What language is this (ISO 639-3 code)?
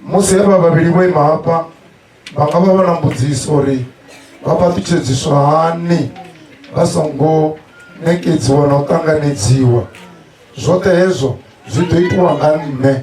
ven